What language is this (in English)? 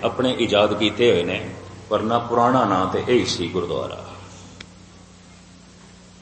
Punjabi